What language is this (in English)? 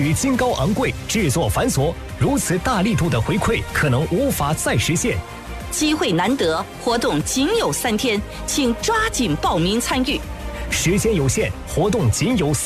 Chinese